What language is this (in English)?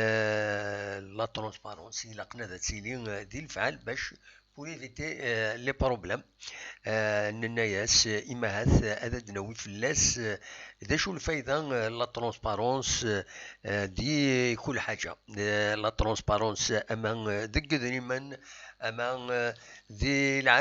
Kabyle